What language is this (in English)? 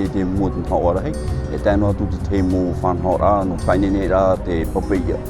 Tahitian